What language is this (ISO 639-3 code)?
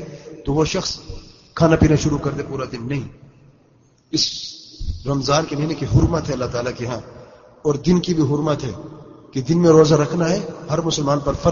urd